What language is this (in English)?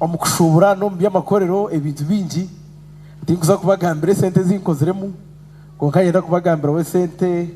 Nyankole